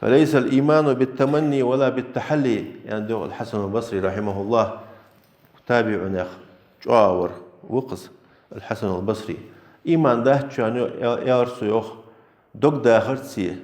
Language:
Ingush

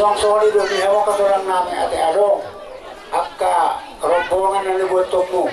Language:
Batak Toba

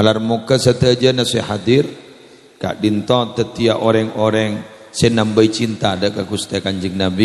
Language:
Madurese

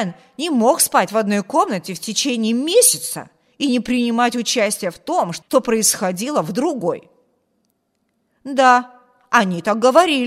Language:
Russian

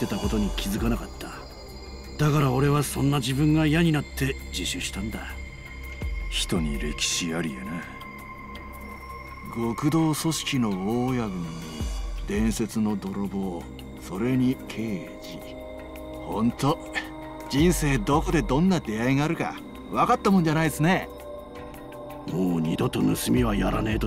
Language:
Japanese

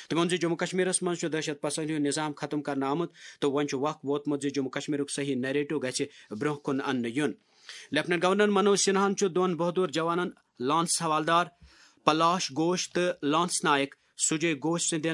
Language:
Kashmiri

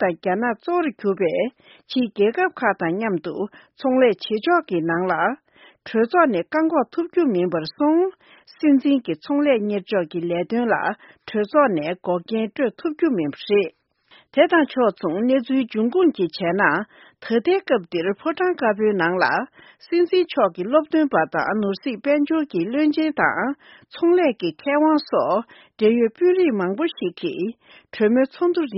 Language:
Tibetan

